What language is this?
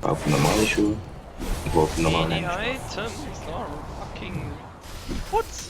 Swiss German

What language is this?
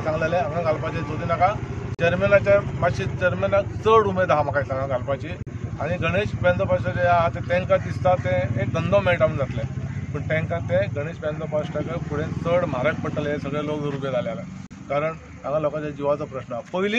Konkani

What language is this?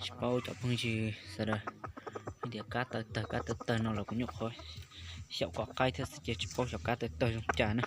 Hmong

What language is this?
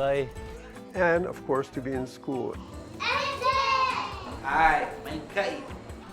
Hawaiian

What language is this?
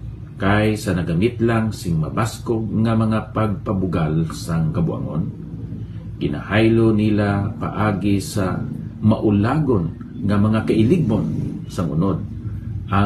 Hiligaynon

